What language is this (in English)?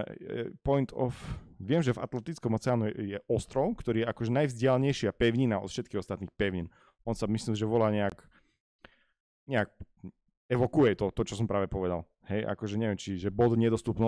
Slovak